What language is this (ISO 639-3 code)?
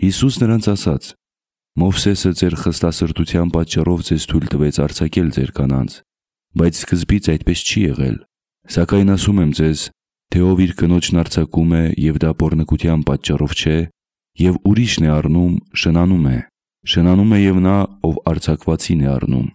hye